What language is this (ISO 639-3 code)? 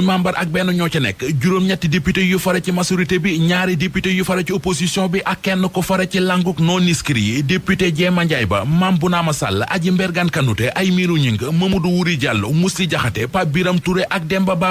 wol